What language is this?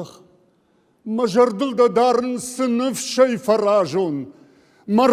Ossetic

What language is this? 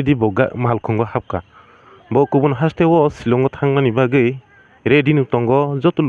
Kok Borok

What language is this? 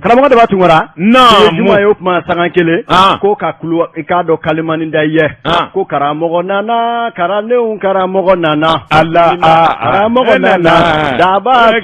Bambara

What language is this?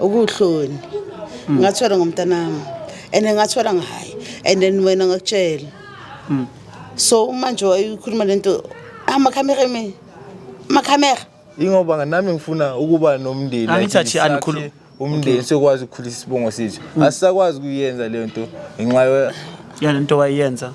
Zulu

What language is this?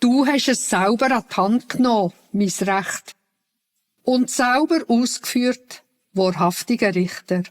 Swiss German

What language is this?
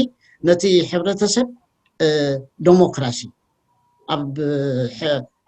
Tigrinya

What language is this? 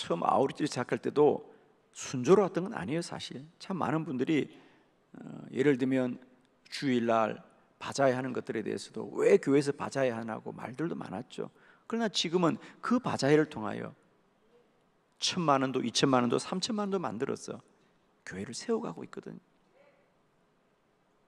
Korean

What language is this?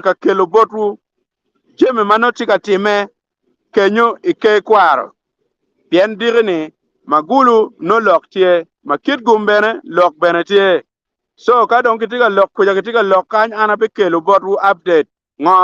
Acoli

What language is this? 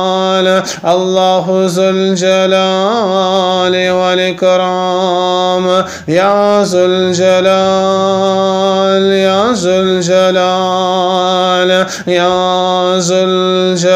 Arabic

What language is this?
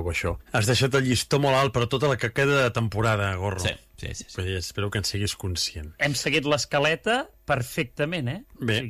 Catalan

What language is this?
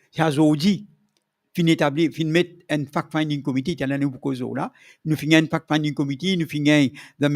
Morisyen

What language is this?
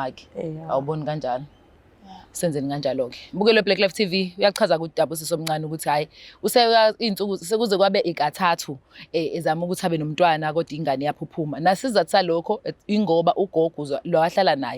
Zulu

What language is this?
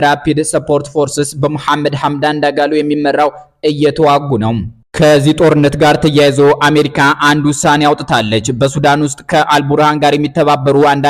Amharic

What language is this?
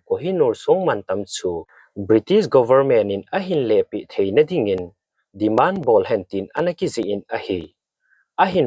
Thado Chin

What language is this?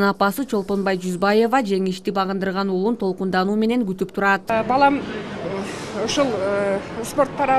Kyrgyz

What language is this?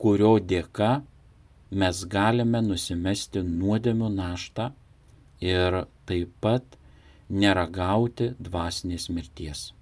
Lithuanian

